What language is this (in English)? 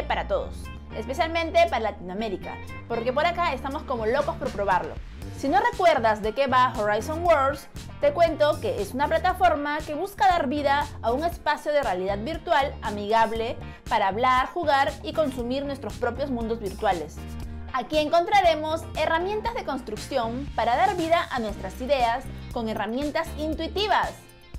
Spanish